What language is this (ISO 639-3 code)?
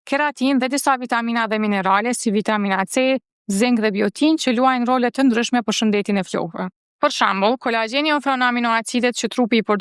sqi